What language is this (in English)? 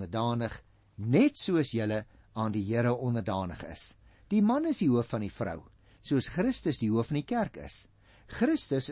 Afrikaans